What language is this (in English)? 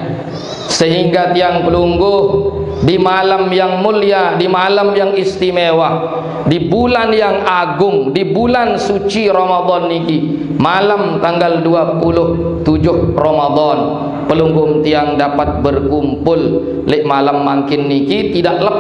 Sasak